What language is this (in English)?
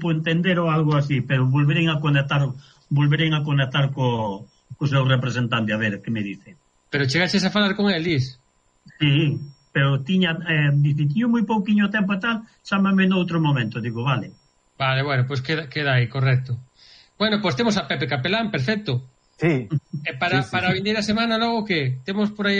Galician